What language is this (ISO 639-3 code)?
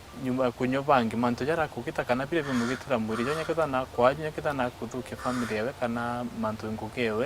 mer